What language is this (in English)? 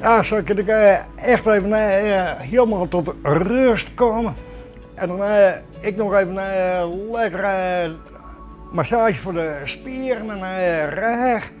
Western Frisian